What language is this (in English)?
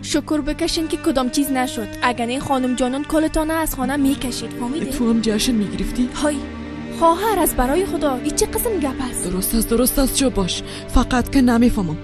Tajik